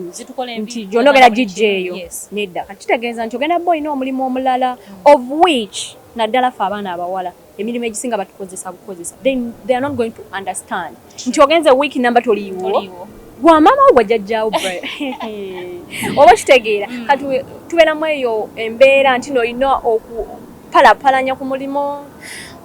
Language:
Ganda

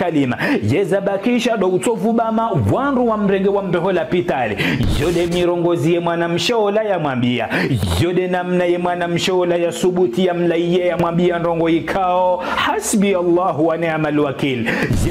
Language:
Ngazidja Comorian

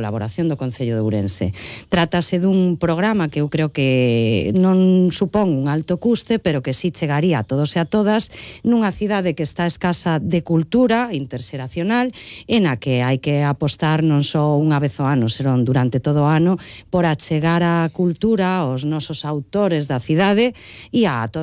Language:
Galician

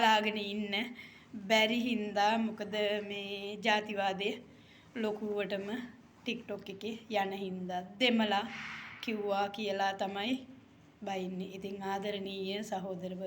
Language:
Sinhala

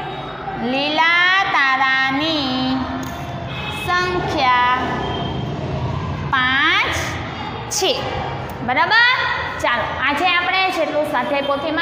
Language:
Gujarati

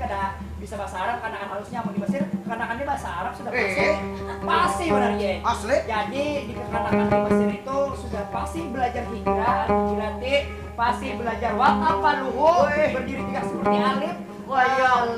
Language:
Banjar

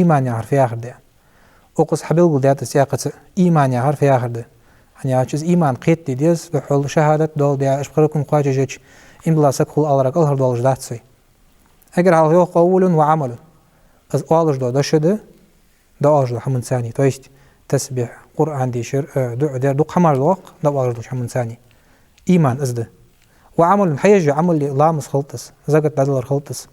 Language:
Ingush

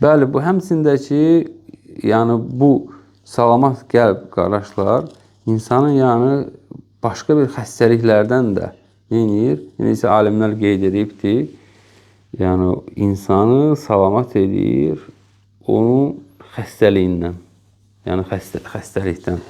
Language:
Azerbaijani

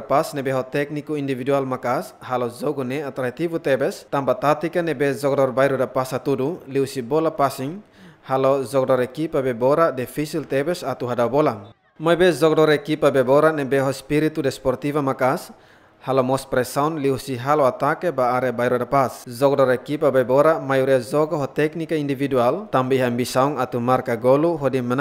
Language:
Tetum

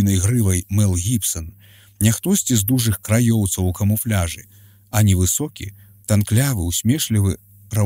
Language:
Belarusian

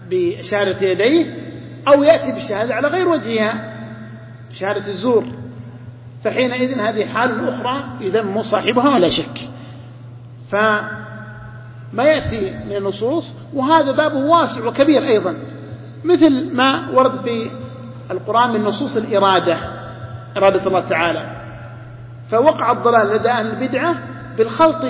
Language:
Arabic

